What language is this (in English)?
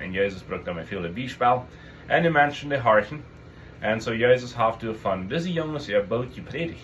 Plautdietsch